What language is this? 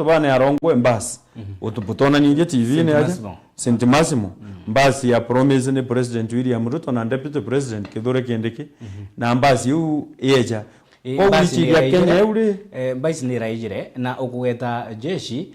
Meru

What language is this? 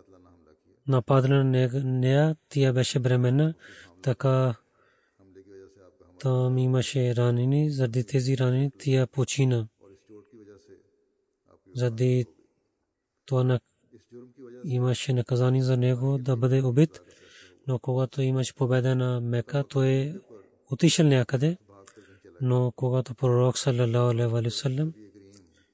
Bulgarian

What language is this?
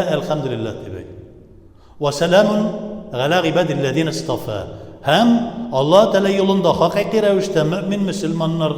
Tatar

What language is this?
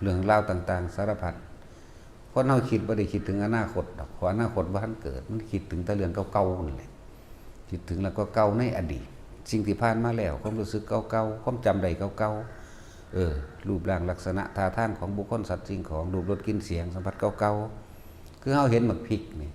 Lao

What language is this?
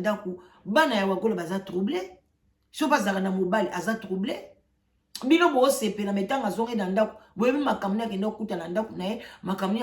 Lingala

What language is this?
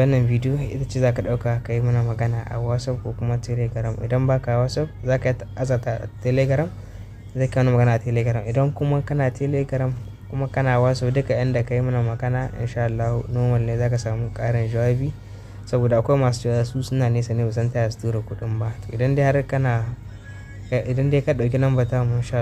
Hausa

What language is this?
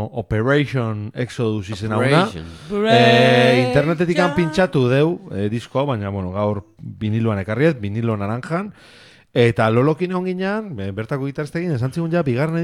Basque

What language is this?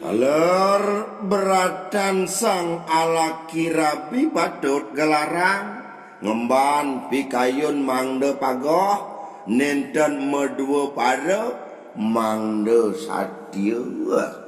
Balinese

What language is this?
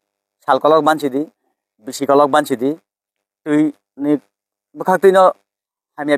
Kok Borok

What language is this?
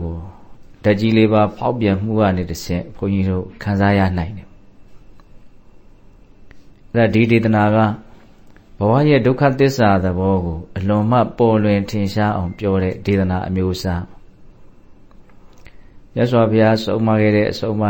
Burmese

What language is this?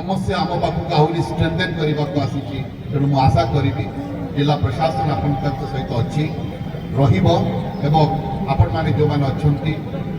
Odia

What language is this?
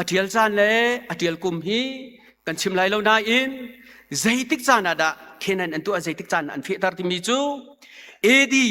Hakha Chin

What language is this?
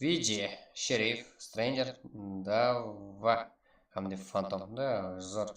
Kara-Kalpak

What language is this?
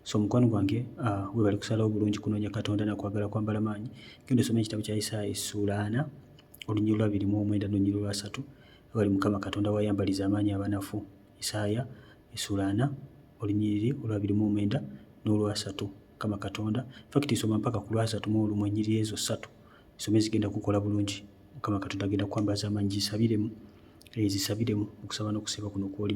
Ganda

